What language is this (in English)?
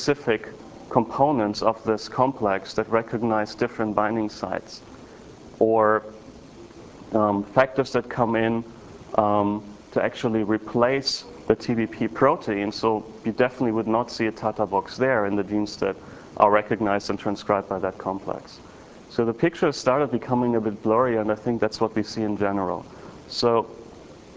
English